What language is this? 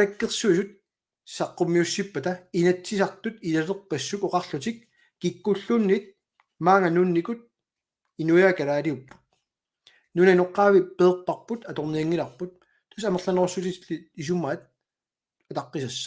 Kalaallisut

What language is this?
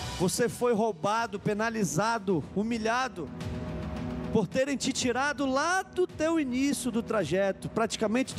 Portuguese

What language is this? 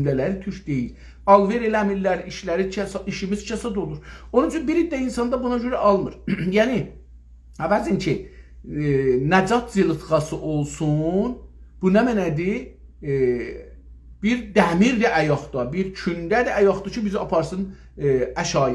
South Azerbaijani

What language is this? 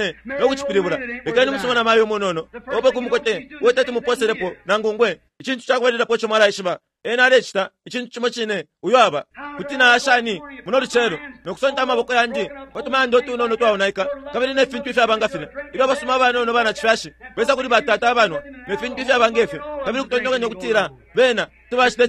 Bemba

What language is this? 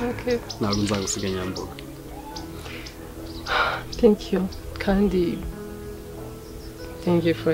Kinyarwanda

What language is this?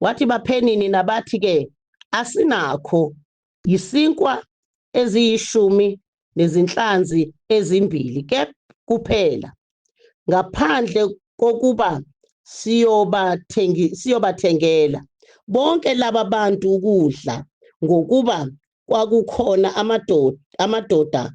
Zulu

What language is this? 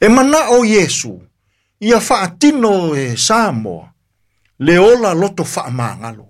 Samoan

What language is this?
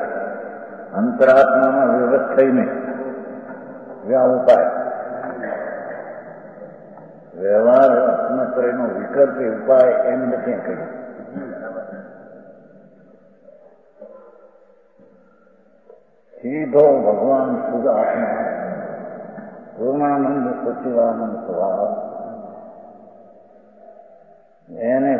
Gujarati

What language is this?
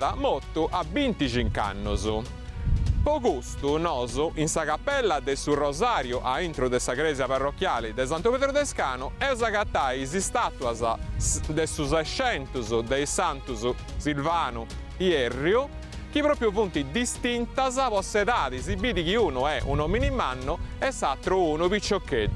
Sardinian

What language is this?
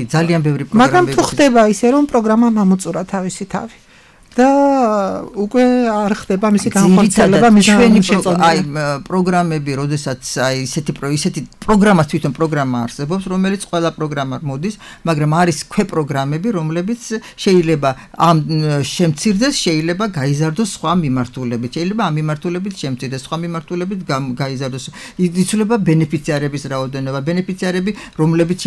Georgian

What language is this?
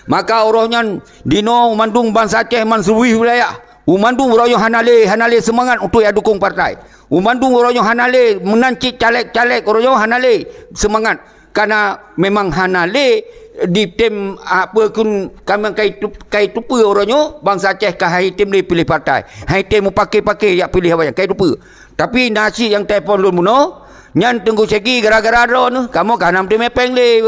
Achinese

